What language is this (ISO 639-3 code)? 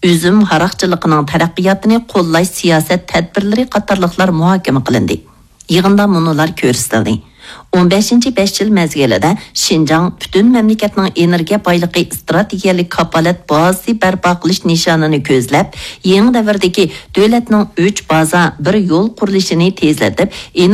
uig